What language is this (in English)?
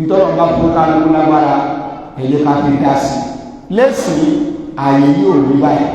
Yoruba